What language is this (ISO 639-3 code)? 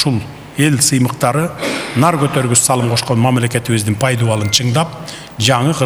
kir